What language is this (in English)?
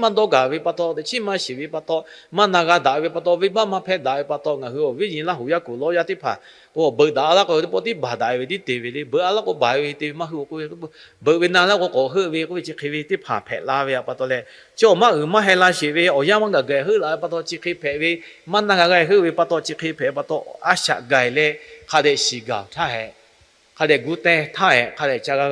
Lahu